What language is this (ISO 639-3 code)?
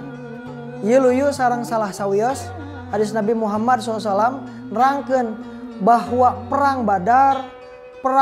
sun